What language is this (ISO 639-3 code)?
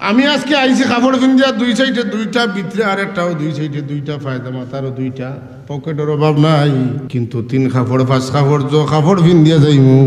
syl